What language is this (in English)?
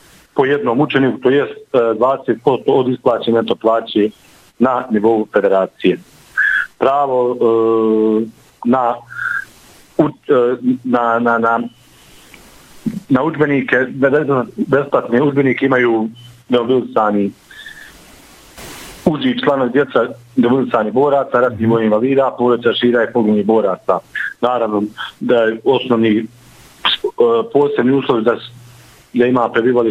Bosnian